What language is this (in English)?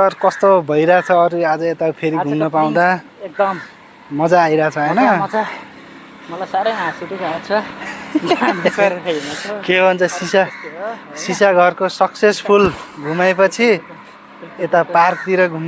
Nepali